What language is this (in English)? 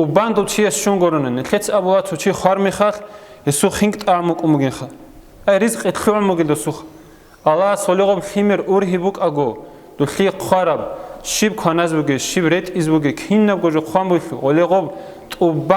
Avaric